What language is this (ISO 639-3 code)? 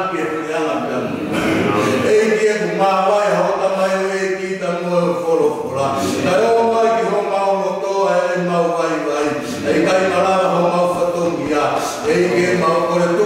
ton